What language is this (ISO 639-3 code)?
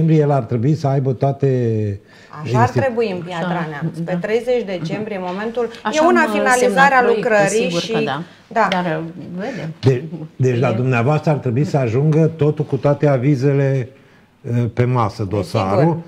ron